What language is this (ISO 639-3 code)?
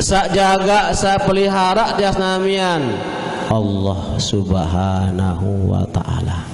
sas